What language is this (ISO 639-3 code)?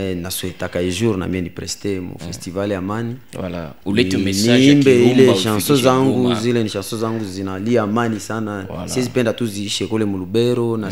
swa